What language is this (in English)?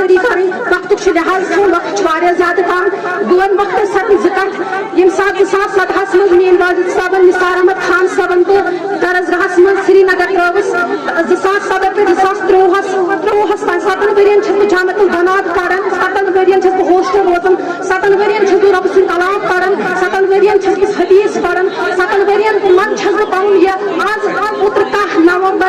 Kashmiri